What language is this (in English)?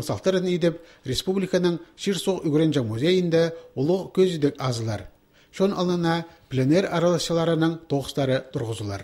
Khakas